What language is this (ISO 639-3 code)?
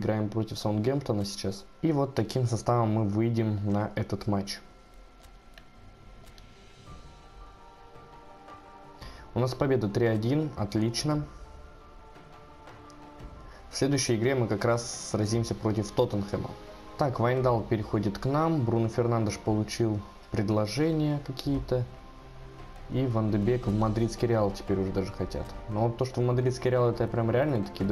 rus